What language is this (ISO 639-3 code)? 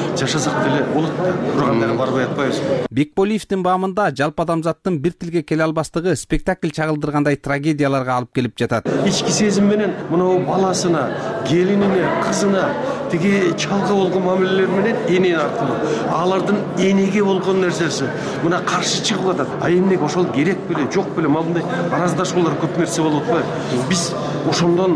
kir